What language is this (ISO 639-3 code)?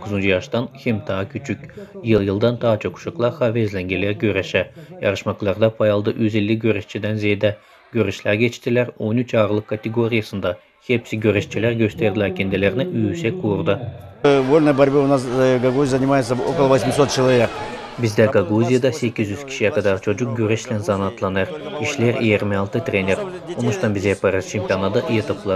gag